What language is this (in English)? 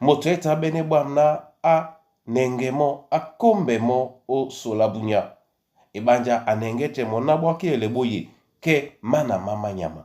Duala